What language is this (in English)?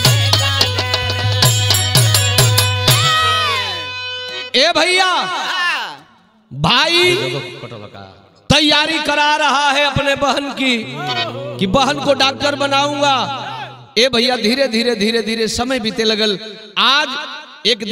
Bhojpuri